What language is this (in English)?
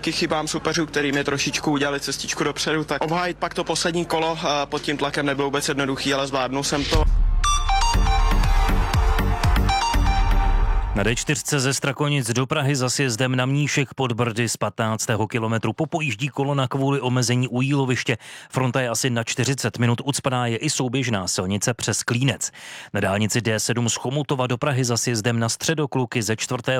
Czech